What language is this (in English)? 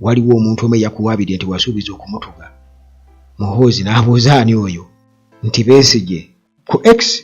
Ganda